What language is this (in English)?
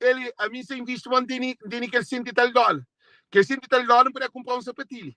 Kabuverdianu